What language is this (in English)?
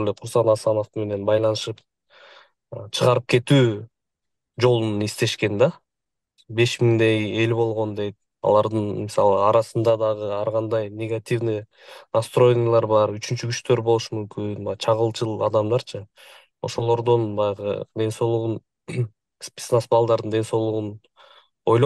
Kyrgyz